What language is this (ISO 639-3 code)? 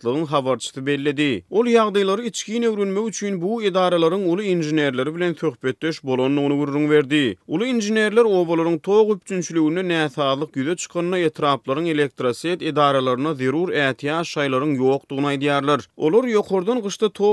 tuk